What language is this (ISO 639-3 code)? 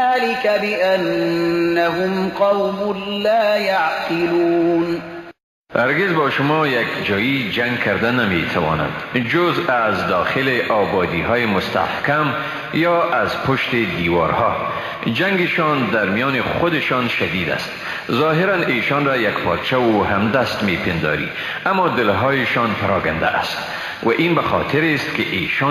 fas